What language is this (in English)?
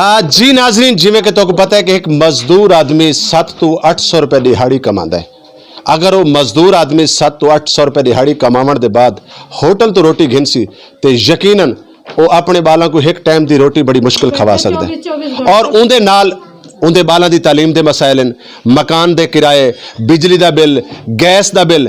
Saraiki